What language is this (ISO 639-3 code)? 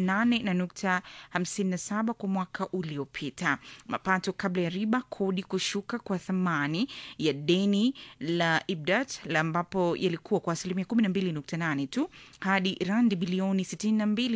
swa